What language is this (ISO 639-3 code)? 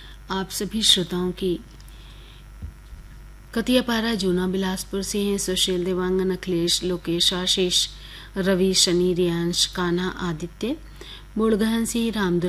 hne